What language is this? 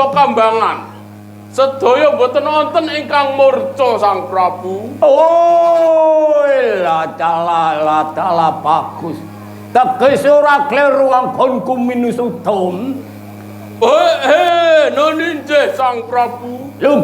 Javanese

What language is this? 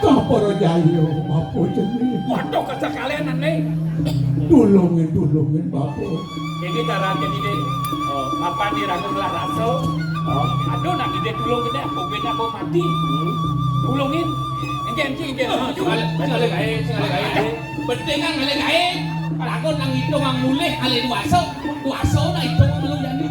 Balinese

